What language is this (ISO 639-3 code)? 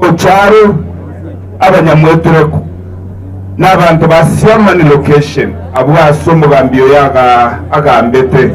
guz